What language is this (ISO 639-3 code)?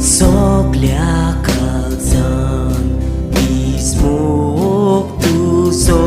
kok